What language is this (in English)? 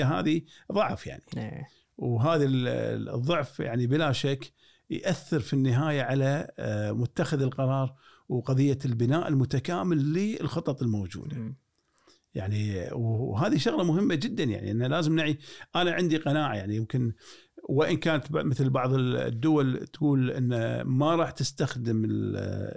Gulf Arabic